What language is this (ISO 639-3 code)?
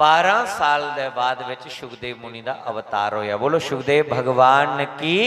doi